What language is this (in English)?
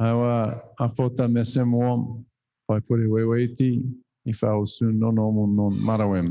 Chuukese